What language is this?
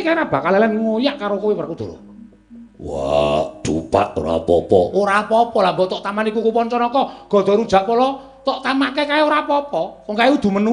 Javanese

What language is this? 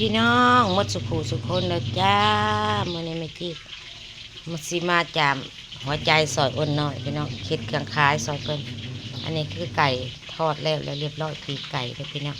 Northeastern Thai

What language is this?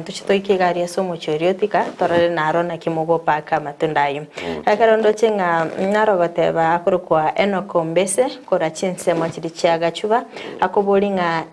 Gusii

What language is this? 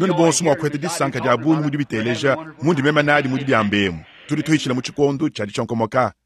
Luba-Lulua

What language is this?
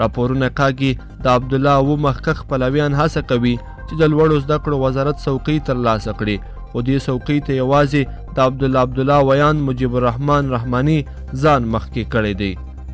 Pashto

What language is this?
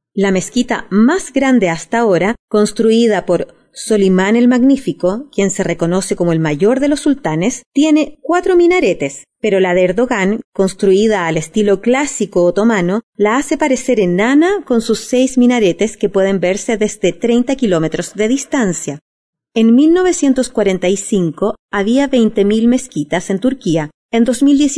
Spanish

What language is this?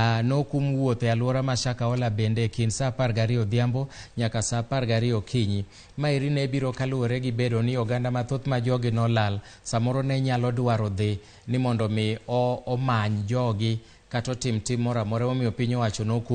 Luo (Kenya and Tanzania)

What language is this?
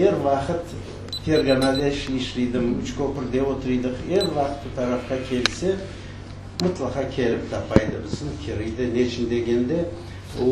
Crimean Tatar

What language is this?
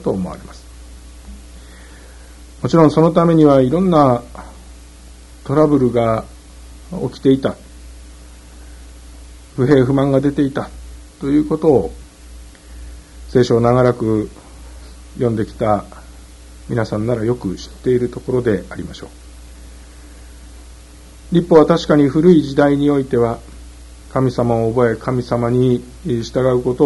Japanese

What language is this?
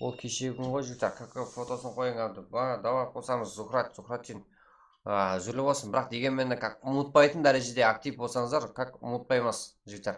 Kara-Kalpak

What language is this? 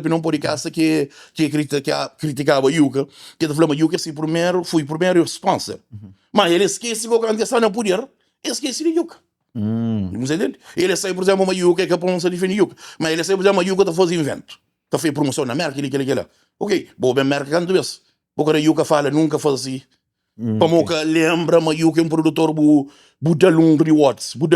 Kabuverdianu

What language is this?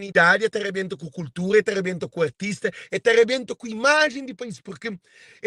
Kabuverdianu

